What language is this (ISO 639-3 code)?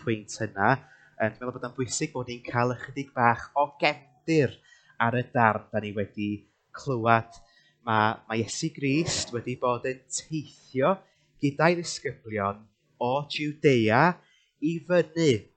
cym